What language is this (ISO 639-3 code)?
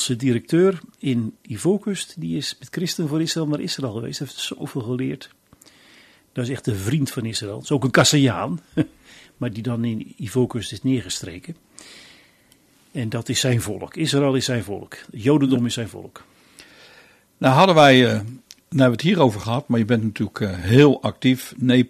nld